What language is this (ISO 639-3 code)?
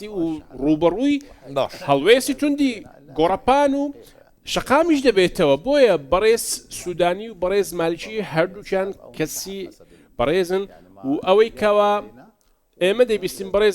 ckb